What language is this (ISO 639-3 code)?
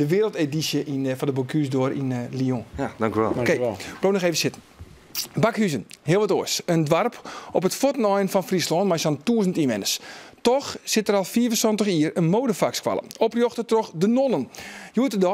fry